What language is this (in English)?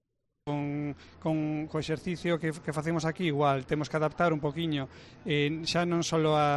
Galician